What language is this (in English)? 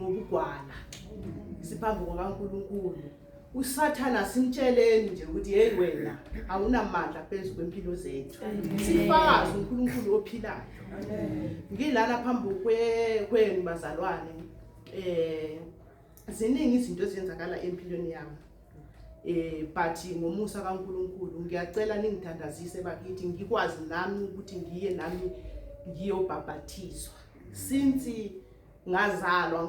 Zulu